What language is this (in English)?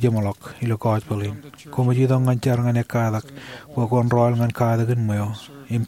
Marshallese